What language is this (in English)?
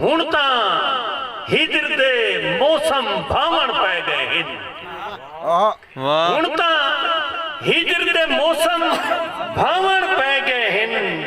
Saraiki